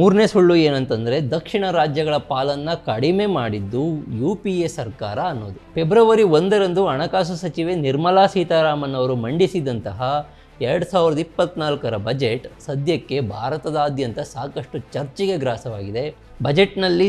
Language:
Kannada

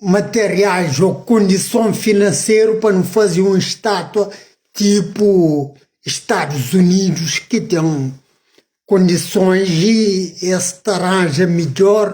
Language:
Kabuverdianu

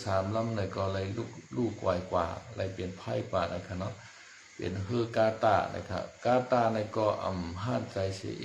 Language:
Shan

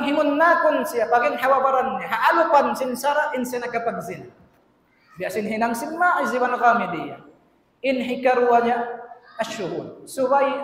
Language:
Tausug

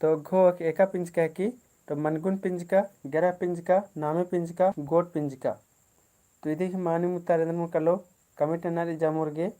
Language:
Kurukh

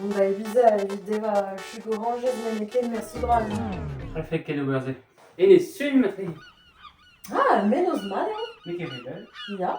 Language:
Breton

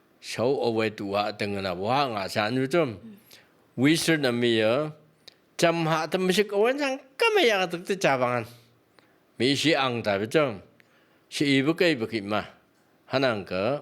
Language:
Phom Naga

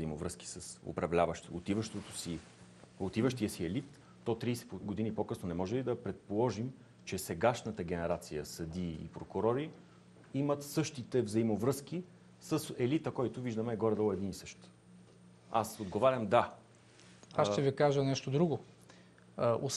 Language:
Bulgarian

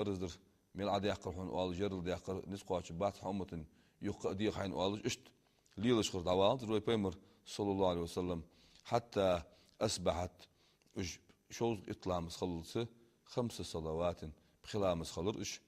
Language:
Ingush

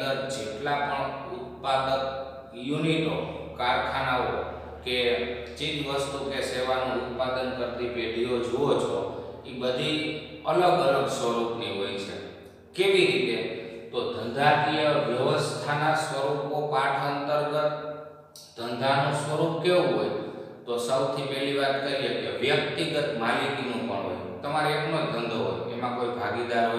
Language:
Gujarati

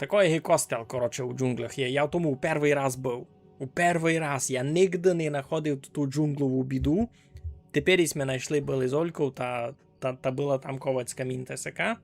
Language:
Rusyn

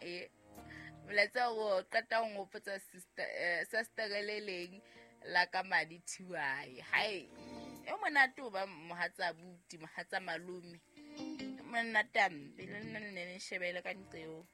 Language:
Southern Sotho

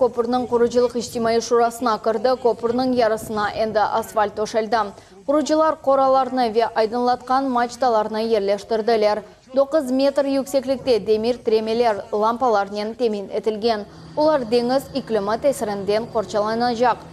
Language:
Crimean Tatar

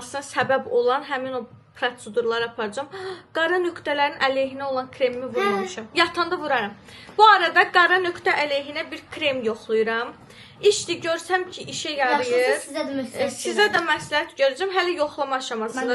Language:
Azerbaijani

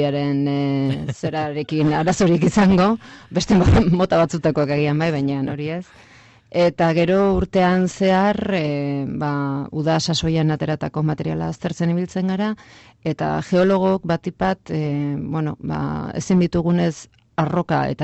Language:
Basque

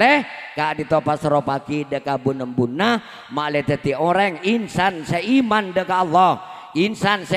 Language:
Madurese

